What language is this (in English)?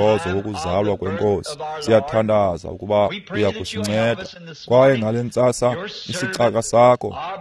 Xhosa